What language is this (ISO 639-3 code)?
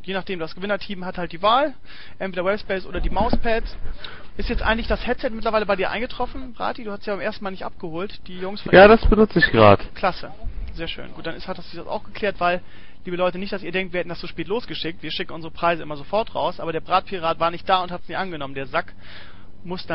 deu